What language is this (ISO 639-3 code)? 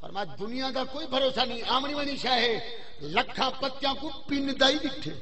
skr